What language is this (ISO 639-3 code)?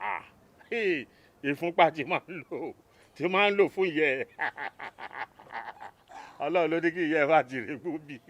yor